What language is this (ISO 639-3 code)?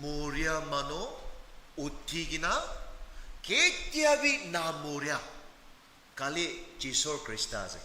nag